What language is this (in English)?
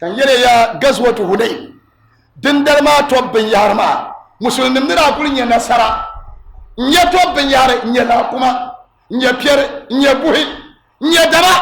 Dagbani